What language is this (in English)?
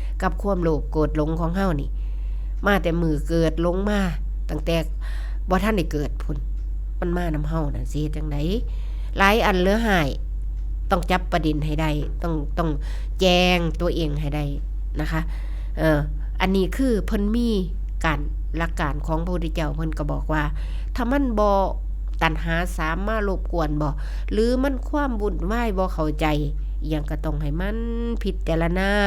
Northeastern Thai